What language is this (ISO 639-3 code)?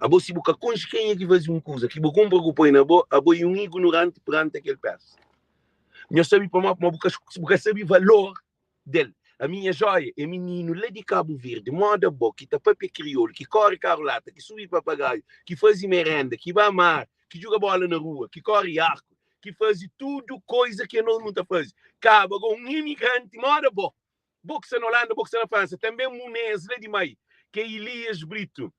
kea